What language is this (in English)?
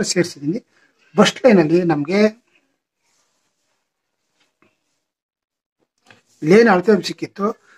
Kannada